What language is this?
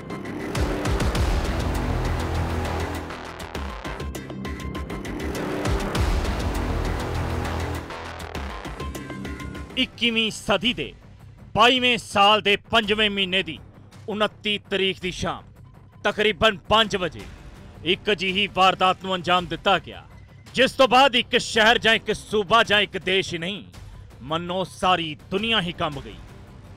Punjabi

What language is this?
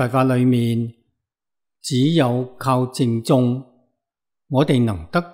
Cantonese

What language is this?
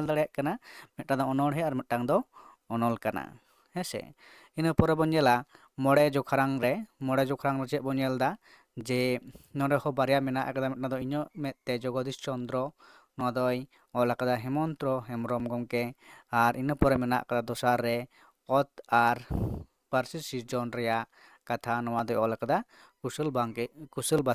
Santali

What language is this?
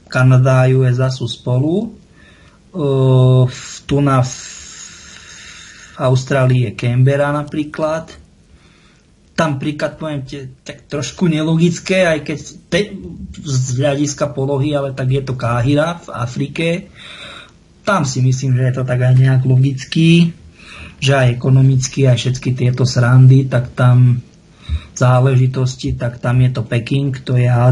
Slovak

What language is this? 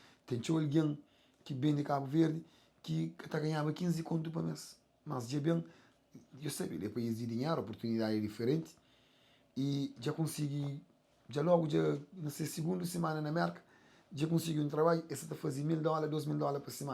Kabuverdianu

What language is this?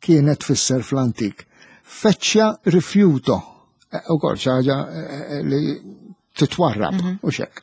Maltese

